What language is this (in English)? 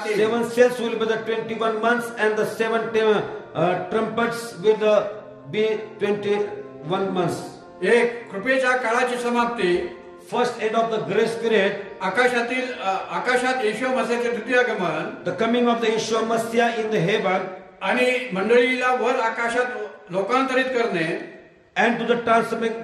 Marathi